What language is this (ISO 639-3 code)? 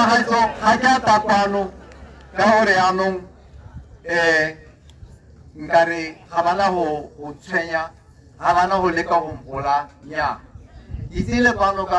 tsn